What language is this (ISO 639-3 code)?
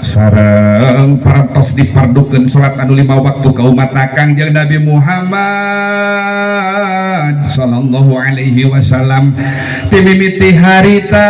sun